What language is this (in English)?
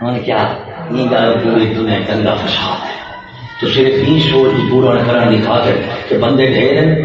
Saraiki